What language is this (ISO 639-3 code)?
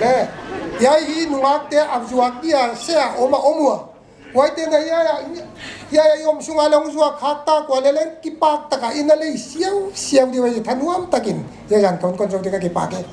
pck